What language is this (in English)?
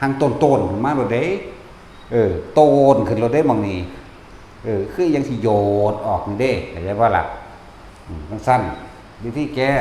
Northeastern Thai